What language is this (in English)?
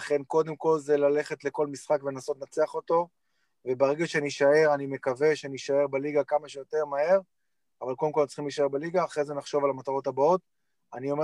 Hebrew